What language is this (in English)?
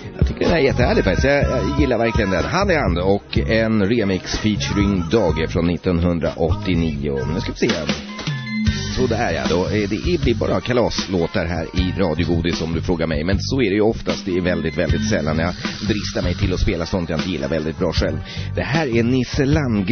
Swedish